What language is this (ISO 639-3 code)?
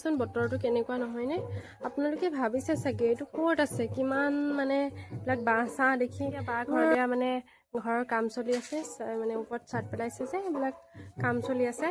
asm